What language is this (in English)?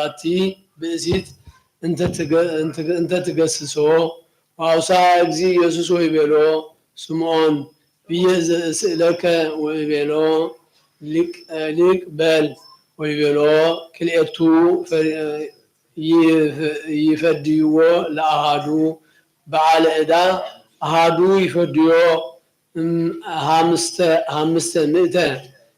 Geez